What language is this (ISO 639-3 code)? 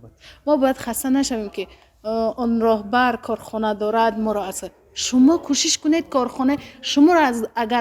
tgk